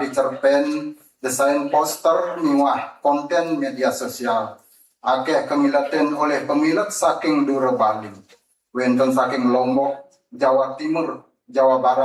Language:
Balinese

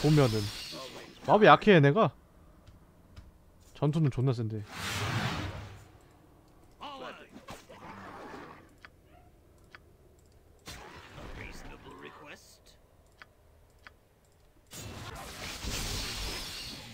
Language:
Korean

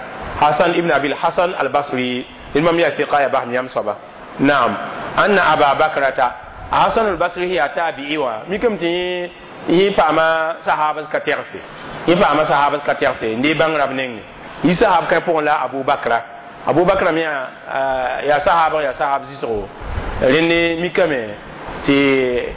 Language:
Mossi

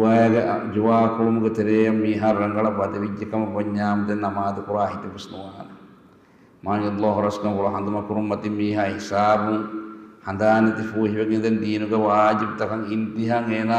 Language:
Divehi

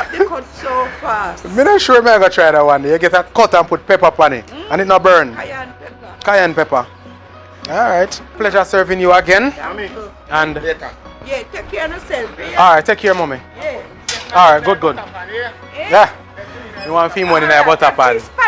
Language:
Jamaican Creole English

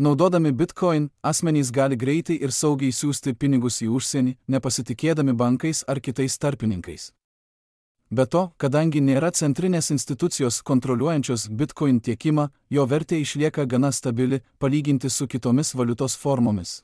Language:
Lithuanian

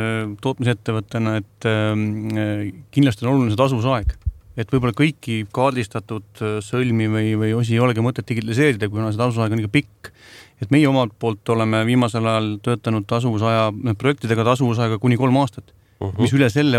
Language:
Estonian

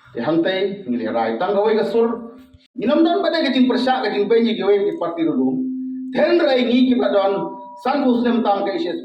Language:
Khasi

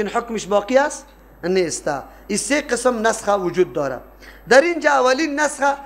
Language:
Persian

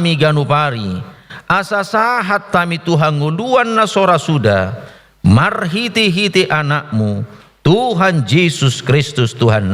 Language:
Batak Toba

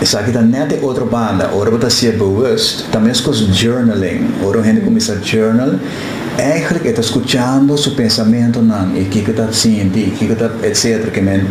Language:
Papiamento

